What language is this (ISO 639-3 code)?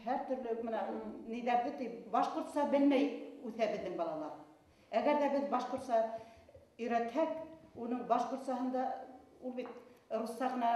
bak